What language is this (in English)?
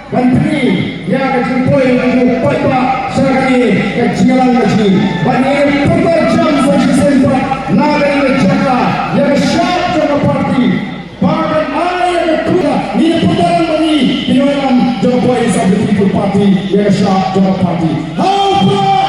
Khasi